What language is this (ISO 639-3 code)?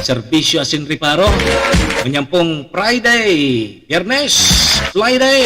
bik